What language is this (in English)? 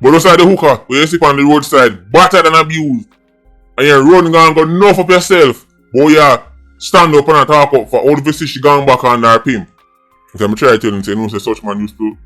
Jamaican Creole English